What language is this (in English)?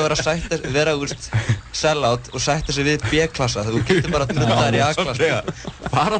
Icelandic